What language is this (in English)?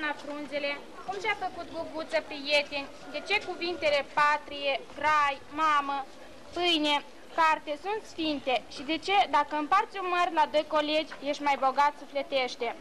Romanian